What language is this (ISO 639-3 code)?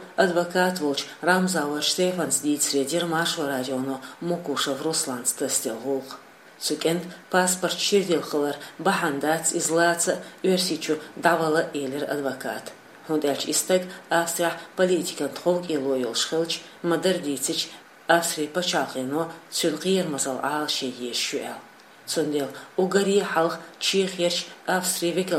che